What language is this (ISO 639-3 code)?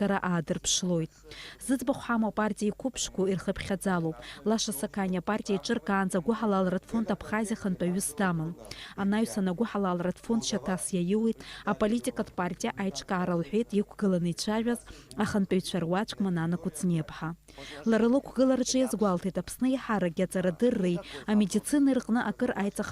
abk